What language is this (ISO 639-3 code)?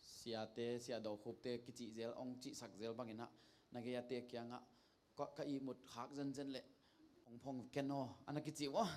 ctd